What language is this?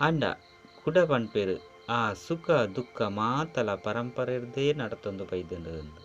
Tulu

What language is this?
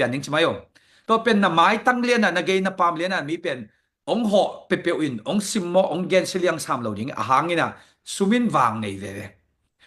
Tedim Chin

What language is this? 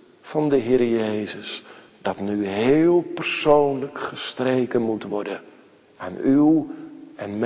Dutch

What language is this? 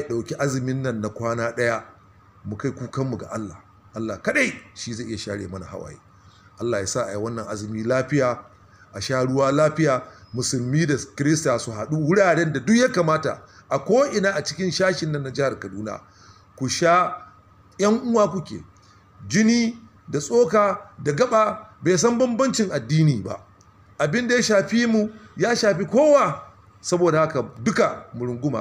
Hausa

